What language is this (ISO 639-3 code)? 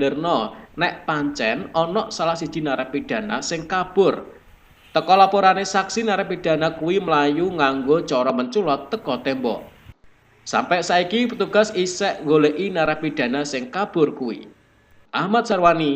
jav